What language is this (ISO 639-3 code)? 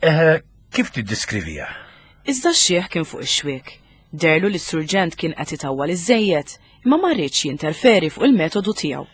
mlt